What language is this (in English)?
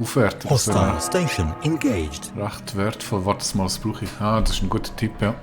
Swiss German